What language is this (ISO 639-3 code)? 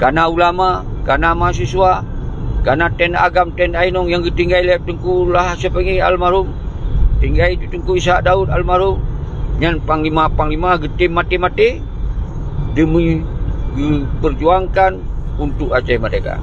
ace